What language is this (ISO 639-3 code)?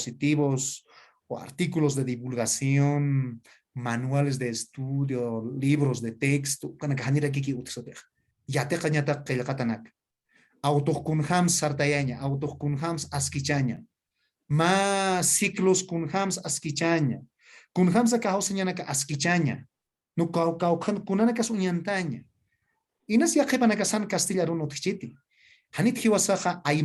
aym